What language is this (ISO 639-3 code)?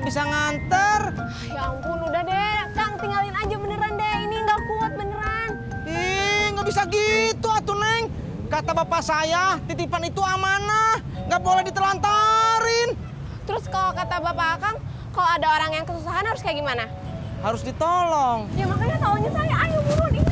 bew